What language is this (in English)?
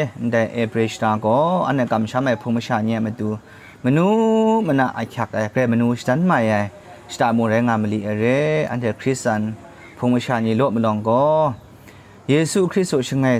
Kachin